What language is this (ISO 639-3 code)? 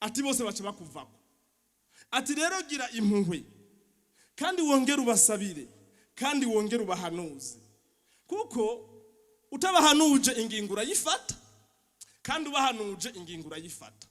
run